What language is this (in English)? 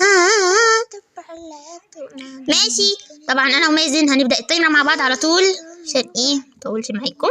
Egyptian Arabic